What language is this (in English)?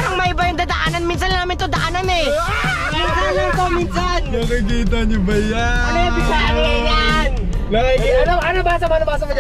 Filipino